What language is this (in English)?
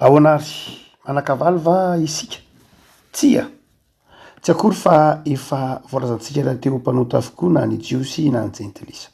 Malagasy